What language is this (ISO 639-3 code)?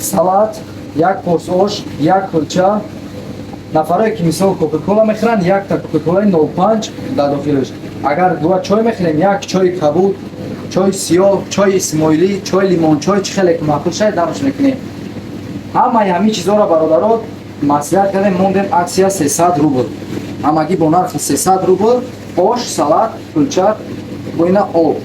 tgk